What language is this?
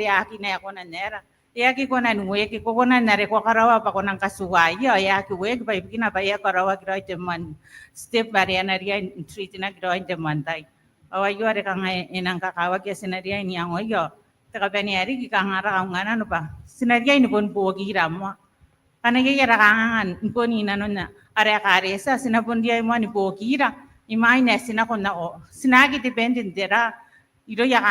Gilbertese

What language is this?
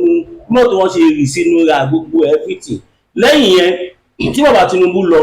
Yoruba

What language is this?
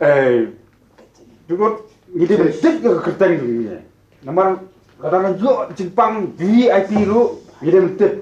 Khasi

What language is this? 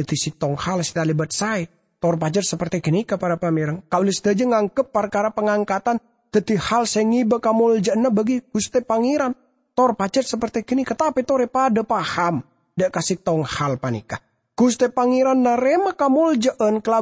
Madurese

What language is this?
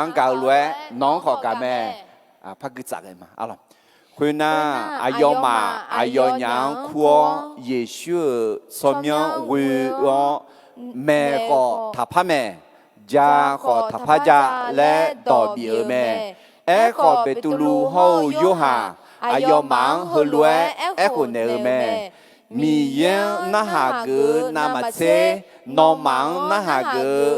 Akha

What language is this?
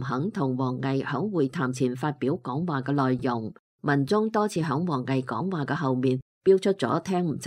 Cantonese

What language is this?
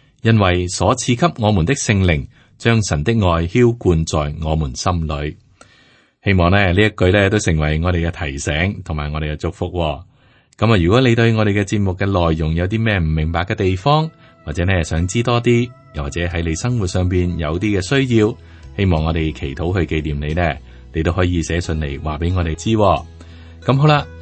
Cantonese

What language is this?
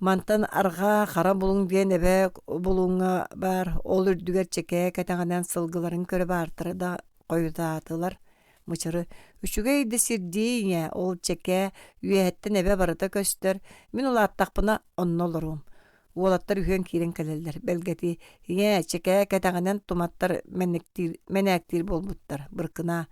Yakut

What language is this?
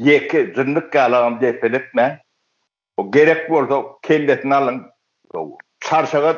Turkmen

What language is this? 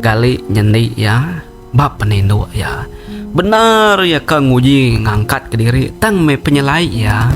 Iban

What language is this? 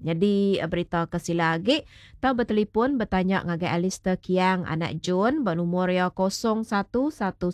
Iban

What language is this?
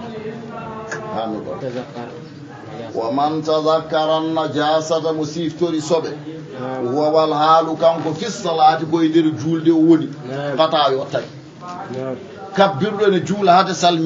Fula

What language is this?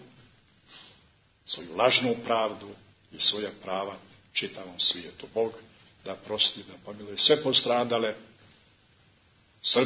Serbian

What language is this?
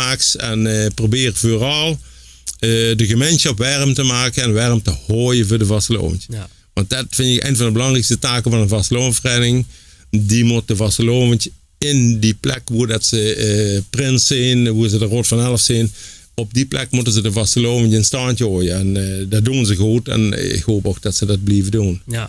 Limburgish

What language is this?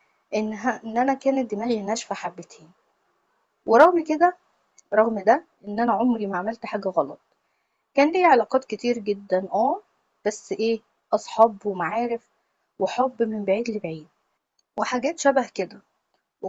Egyptian Arabic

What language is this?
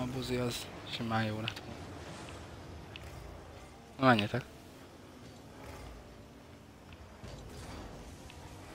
Hungarian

